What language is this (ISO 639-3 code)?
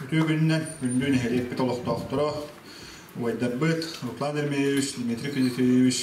sah